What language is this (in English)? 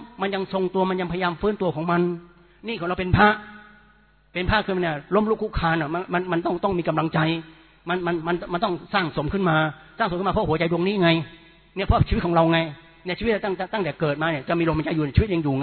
Thai